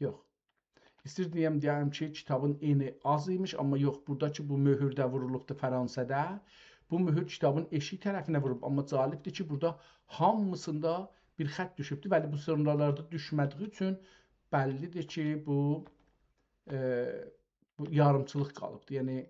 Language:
South Azerbaijani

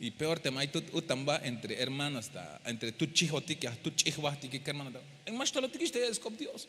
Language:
Tzeltal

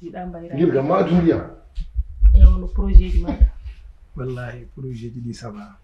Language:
Fula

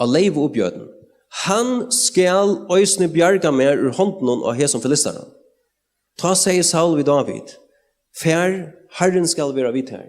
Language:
Faroese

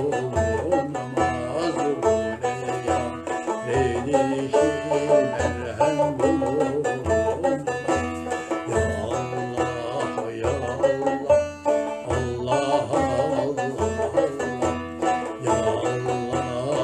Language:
Turkish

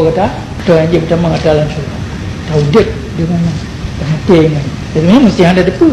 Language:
Achinese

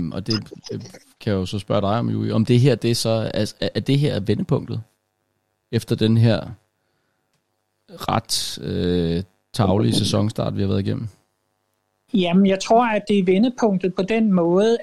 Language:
Danish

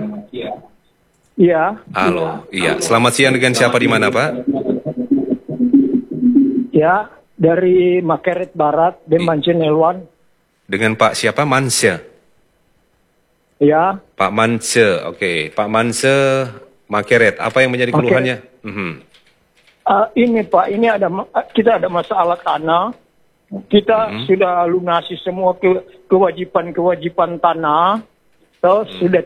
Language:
Indonesian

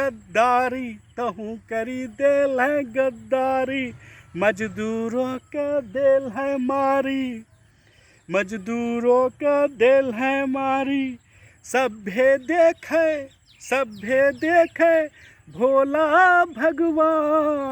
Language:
Angika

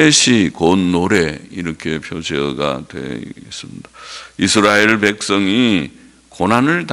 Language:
Korean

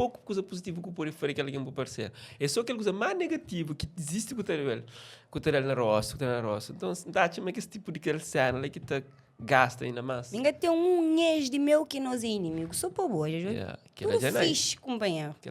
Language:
Kabuverdianu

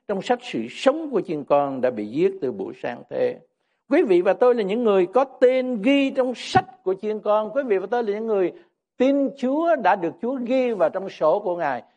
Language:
Vietnamese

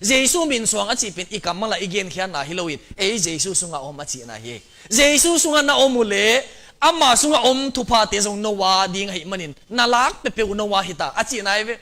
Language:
Tedim Chin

